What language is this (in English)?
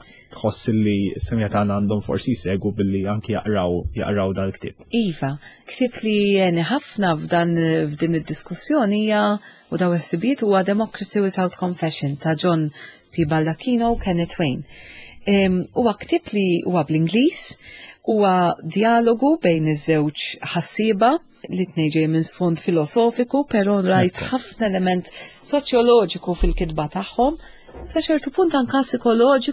Maltese